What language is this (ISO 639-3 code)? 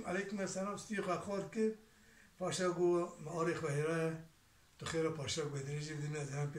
kur